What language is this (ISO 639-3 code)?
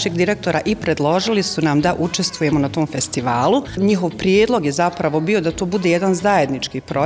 bos